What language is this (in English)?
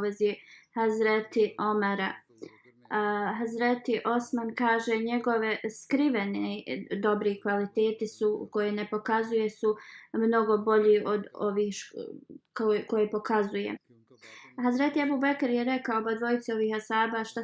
Bosnian